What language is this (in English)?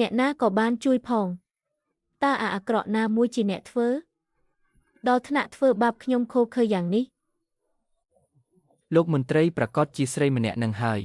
Khmer